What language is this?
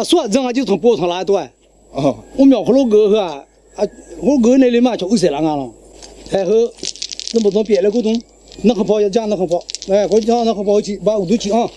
Akha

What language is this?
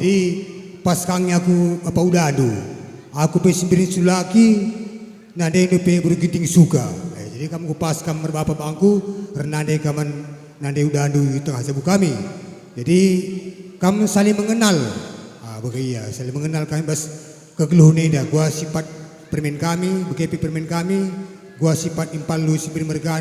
Batak Karo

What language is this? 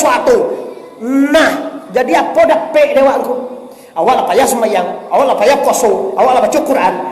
Minangkabau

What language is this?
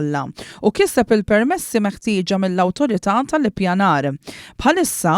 Maltese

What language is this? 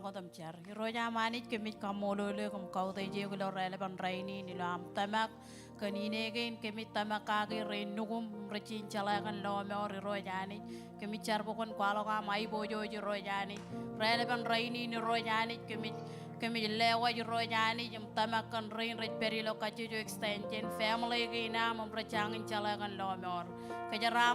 Marshallese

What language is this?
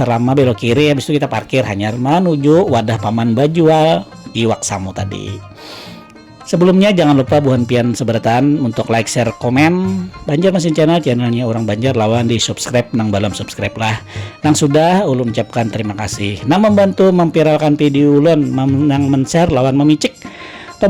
Banjar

